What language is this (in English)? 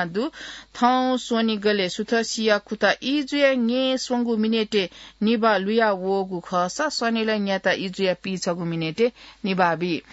Newari